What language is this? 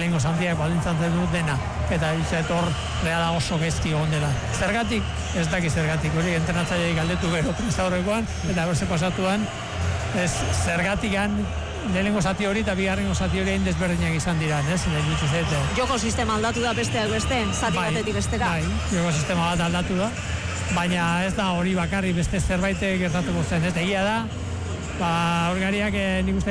Basque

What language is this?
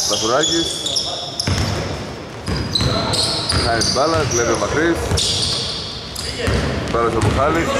Greek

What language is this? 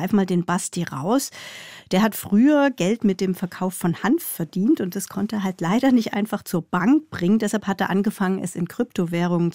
Swiss German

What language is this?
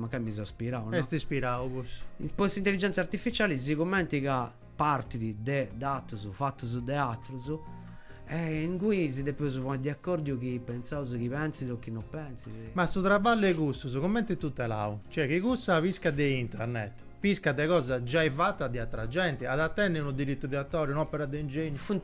Sardinian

